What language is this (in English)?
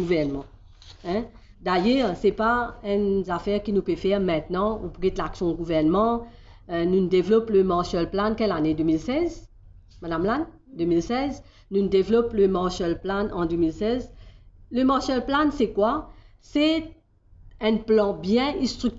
Morisyen